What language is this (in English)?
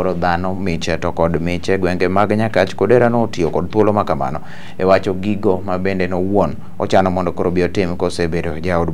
Luo (Kenya and Tanzania)